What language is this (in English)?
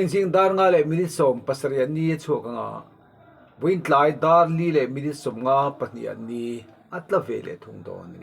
Mizo